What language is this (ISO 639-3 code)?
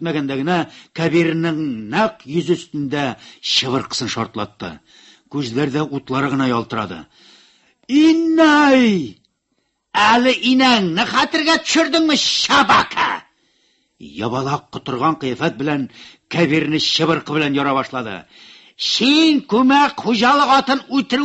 tat